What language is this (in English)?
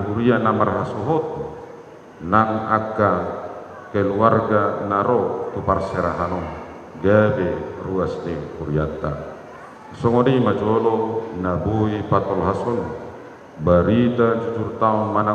Batak Toba